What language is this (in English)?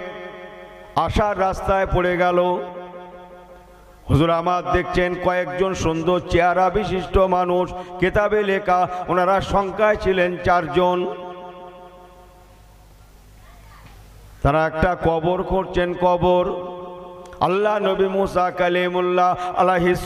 Bangla